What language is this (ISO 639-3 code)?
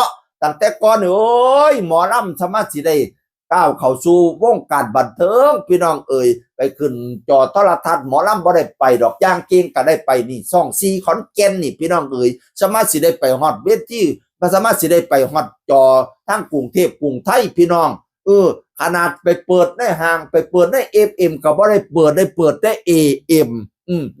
tts